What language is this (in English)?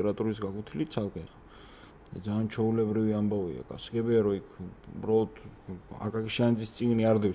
Georgian